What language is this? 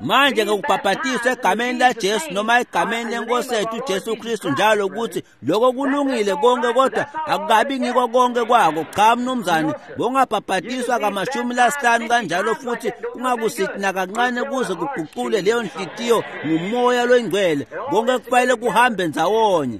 Swati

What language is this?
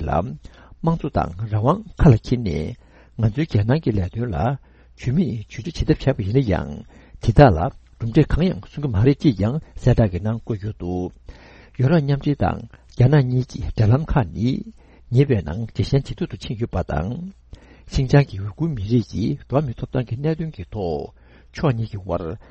Tibetan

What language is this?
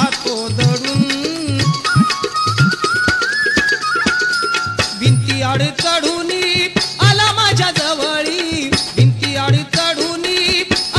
Marathi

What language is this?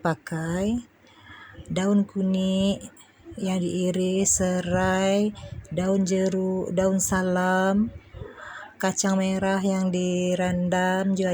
Minangkabau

